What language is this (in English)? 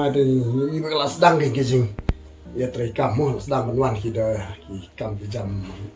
Khasi